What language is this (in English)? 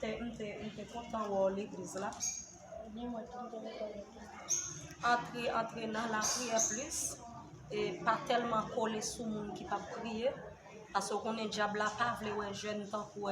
Haitian Creole